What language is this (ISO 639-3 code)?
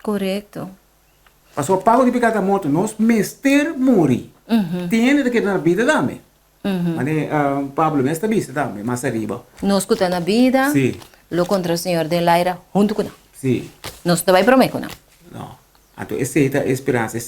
pap